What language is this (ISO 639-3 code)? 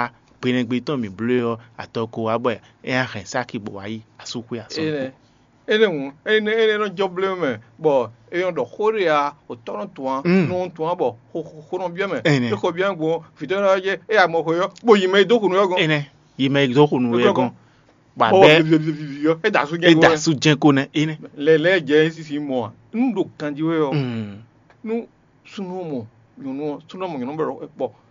fon